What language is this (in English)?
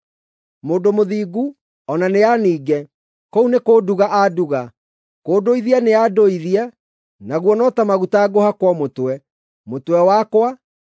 Kikuyu